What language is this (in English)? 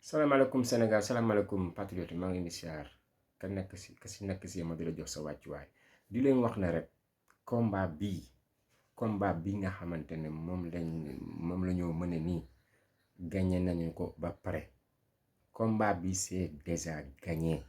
Wolof